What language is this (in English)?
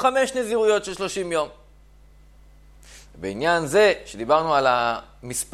Hebrew